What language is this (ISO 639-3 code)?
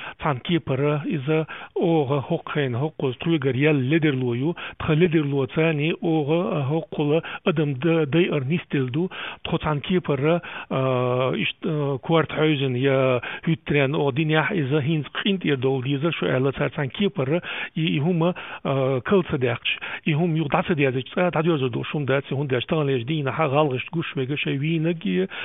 che